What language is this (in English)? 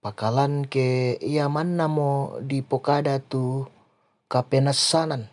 Toraja-Sa'dan